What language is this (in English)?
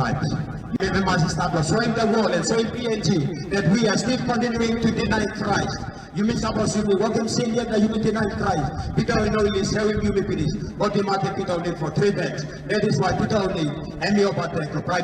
Tok Pisin